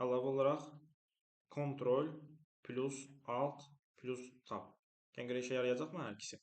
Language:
Azerbaijani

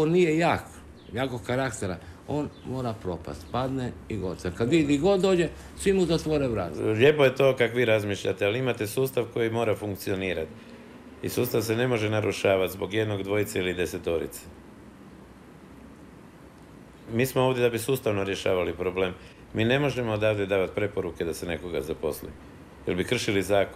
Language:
Croatian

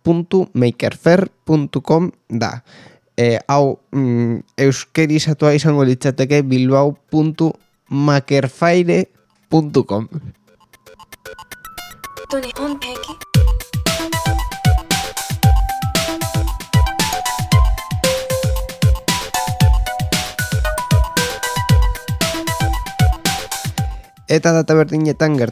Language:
Basque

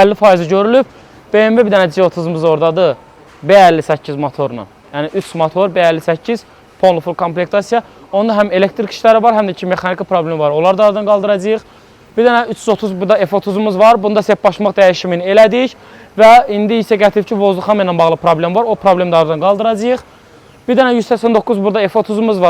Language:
Azerbaijani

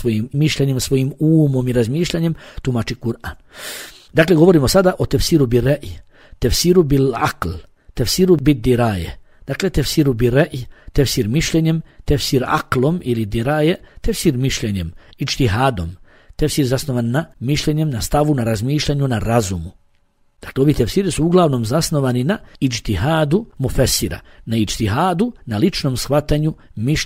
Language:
Bosnian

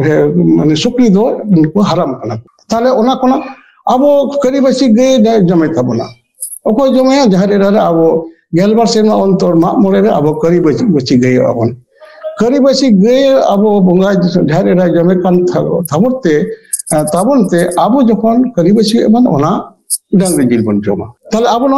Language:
Santali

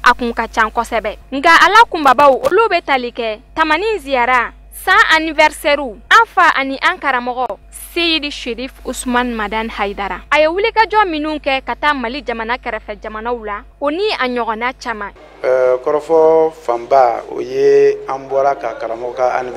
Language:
Bambara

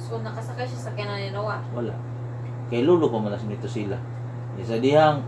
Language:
Cebuano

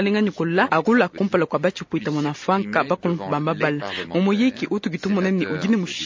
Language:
Luba-Lulua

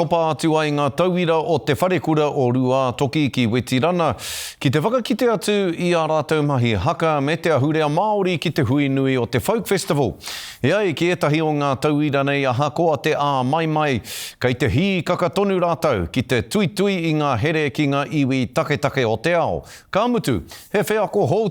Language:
Māori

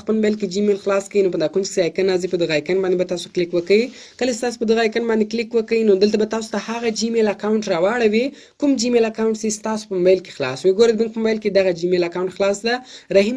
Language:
Pashto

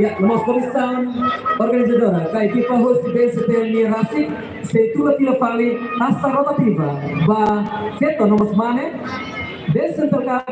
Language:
Tetum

